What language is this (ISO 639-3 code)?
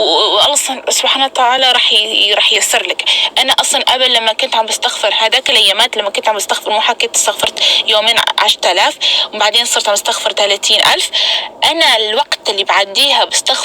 apc